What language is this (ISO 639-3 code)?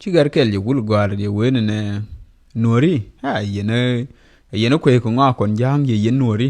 nus